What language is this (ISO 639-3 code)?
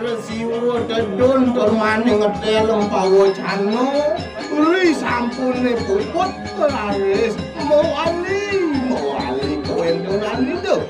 ban